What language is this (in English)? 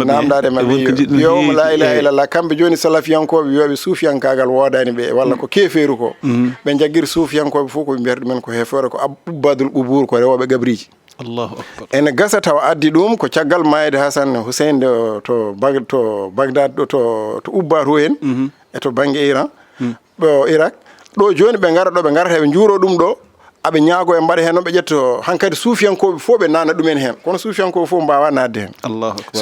Fula